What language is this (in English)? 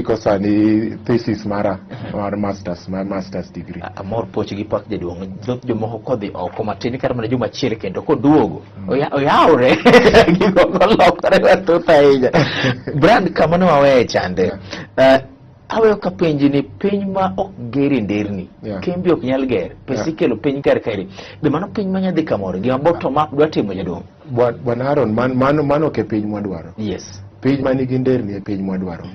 Luo (Kenya and Tanzania)